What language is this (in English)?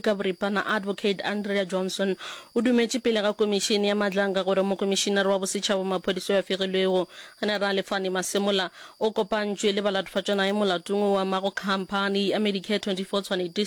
Northern Sotho